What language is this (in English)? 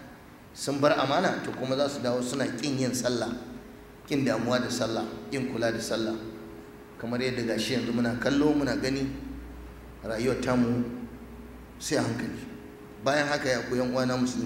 Hausa